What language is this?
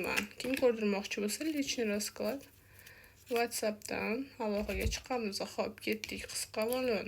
Uzbek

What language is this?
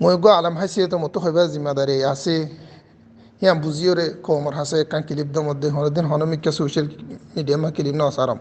Rohingya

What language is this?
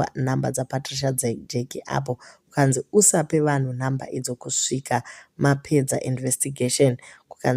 Shona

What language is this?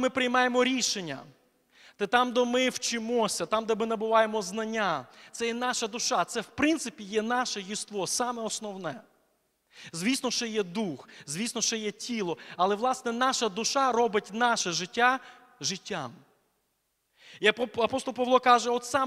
Ukrainian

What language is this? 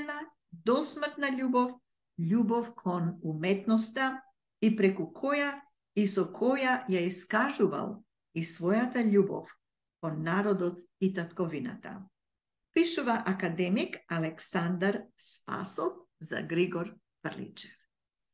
Macedonian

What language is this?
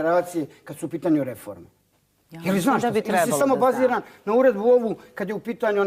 Bosnian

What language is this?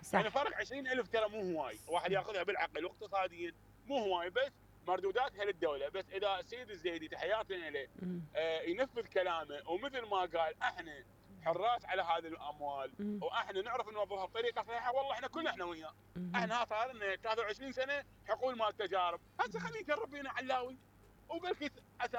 Mesopotamian Arabic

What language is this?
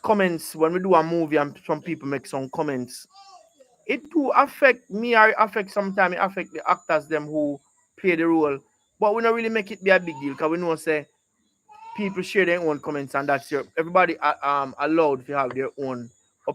Jamaican Creole English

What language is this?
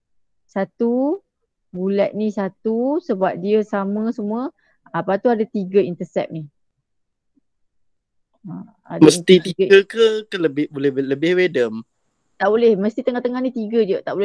Malay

